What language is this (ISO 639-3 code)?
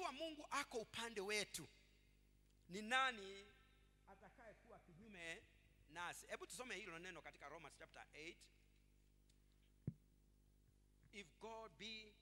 swa